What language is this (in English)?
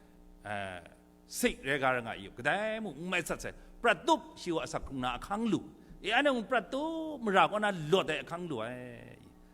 Kachin